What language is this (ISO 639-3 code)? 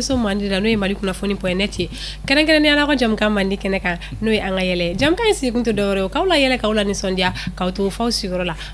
bam